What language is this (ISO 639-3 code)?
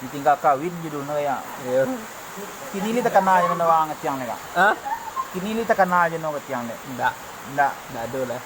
min